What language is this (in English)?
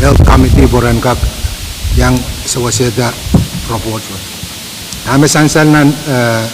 Pohnpeian